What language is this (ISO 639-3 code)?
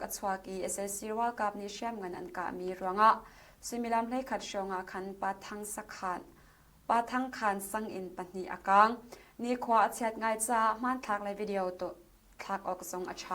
cnh